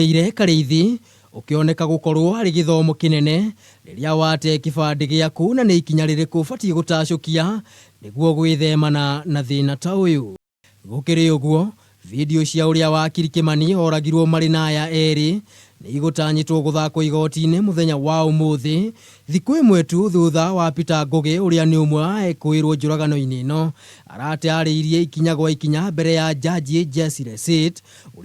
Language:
Kikuyu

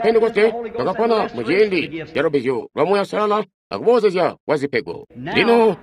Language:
Tonga (Zambia)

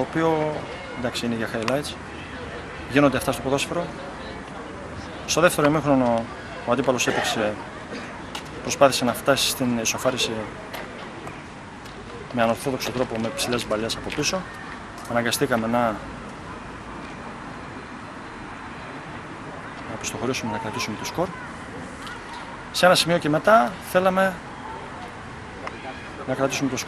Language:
Greek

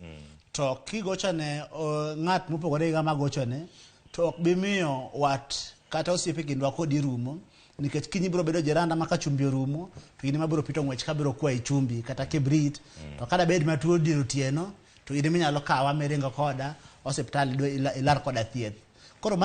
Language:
Luo (Kenya and Tanzania)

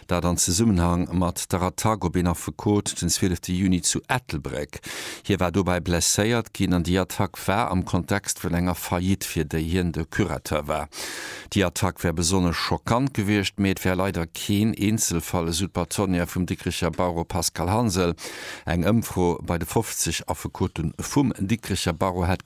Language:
Luxembourgish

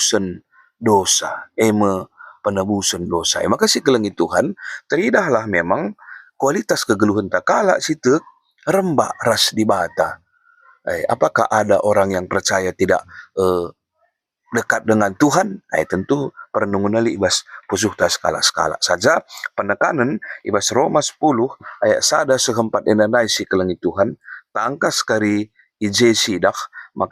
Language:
Batak Karo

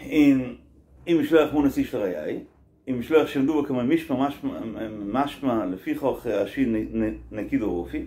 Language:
Yiddish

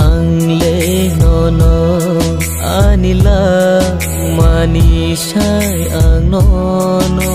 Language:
Kok Borok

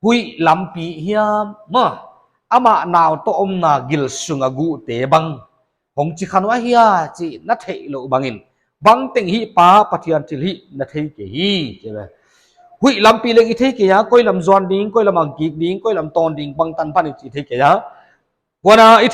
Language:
Paite Chin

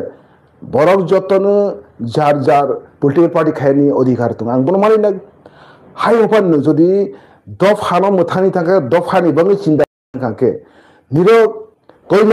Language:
Kok Borok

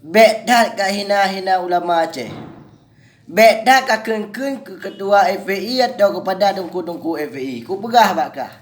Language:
Achinese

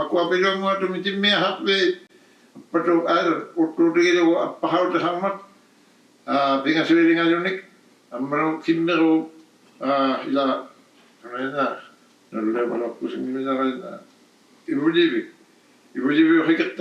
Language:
Inuktitut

